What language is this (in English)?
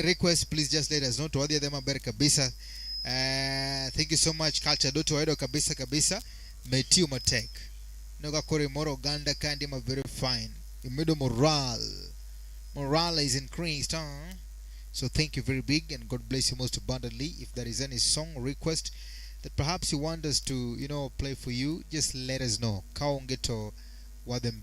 Luo (Kenya and Tanzania)